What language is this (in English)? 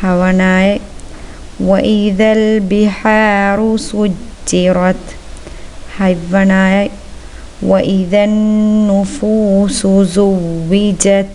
Divehi